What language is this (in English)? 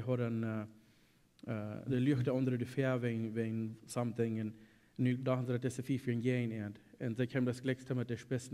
Plautdietsch